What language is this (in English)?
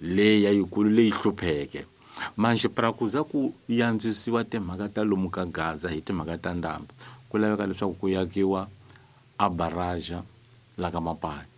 Tsonga